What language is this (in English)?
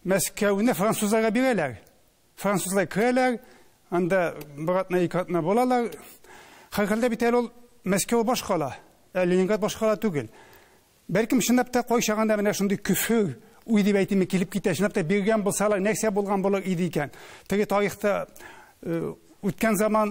Tatar